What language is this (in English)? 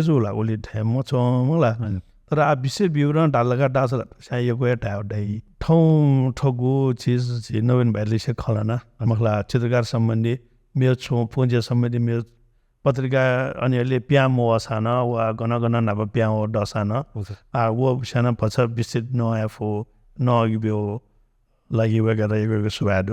Newari